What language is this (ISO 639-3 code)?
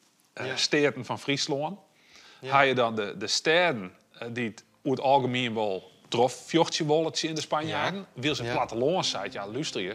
fry